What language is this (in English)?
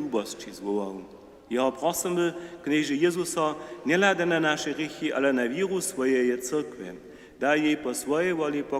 Upper Sorbian